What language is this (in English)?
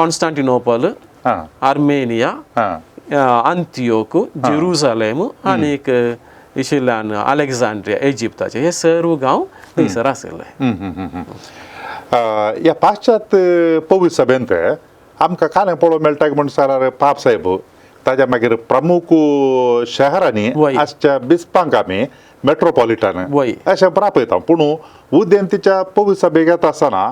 Konkani